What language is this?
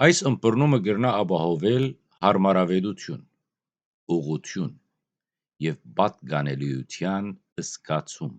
Western Armenian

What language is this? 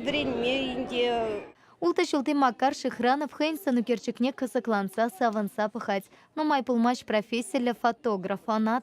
Chuvash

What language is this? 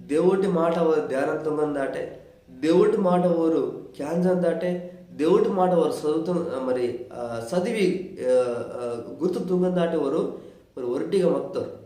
Koya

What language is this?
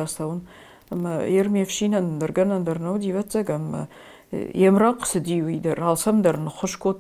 Ossetic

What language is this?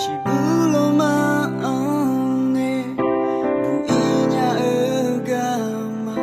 Akha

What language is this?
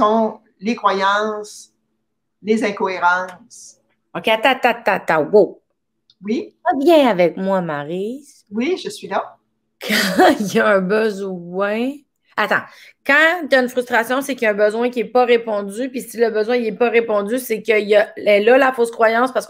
French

